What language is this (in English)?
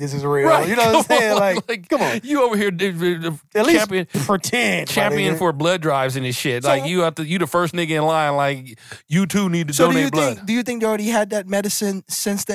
English